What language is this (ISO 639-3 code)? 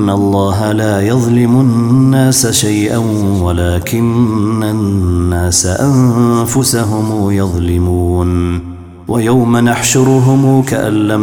ara